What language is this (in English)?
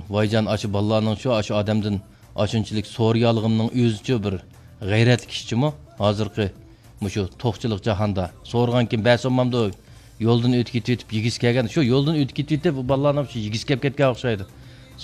Uyghur